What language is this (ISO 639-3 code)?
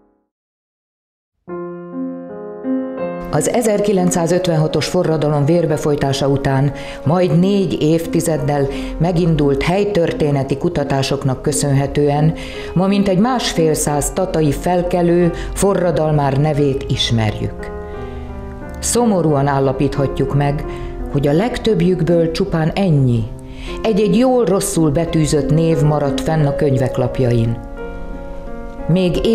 hun